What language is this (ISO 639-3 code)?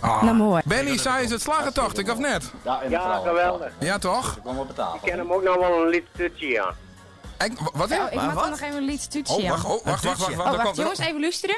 fry